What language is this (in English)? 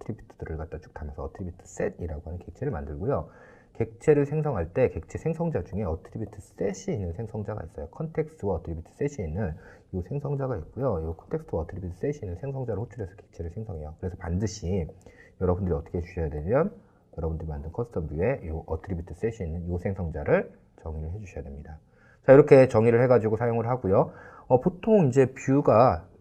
Korean